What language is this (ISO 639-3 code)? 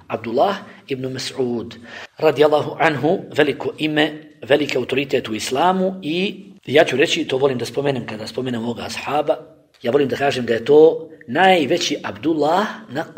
bos